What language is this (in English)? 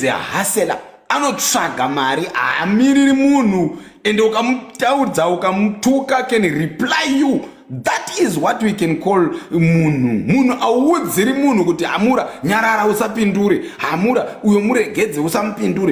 Shona